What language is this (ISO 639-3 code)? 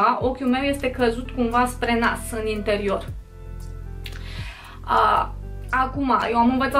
ron